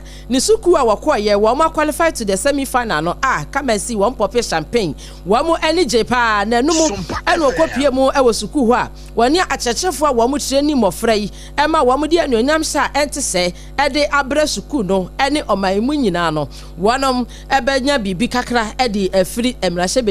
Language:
Akan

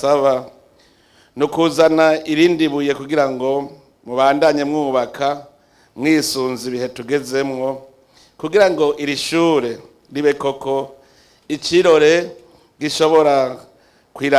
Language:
Rundi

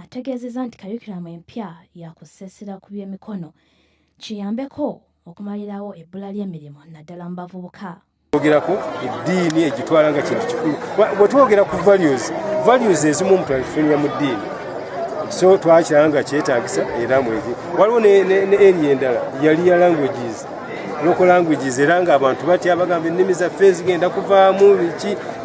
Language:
Ganda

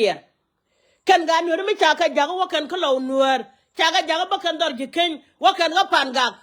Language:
Nuer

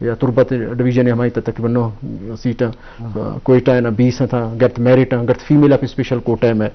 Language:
Eastern Balochi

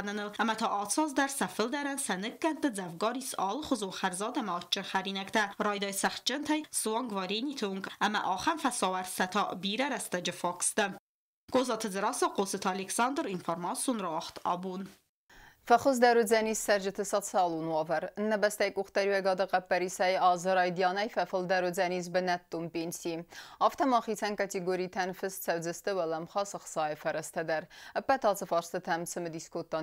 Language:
Ossetic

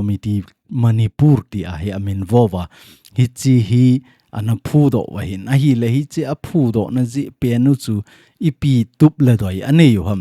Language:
Thado Chin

